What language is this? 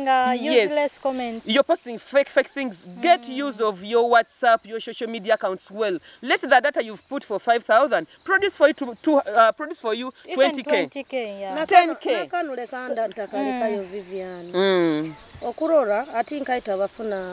Nyoro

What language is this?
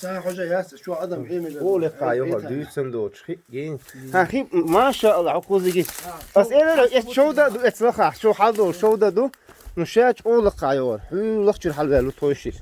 Chechen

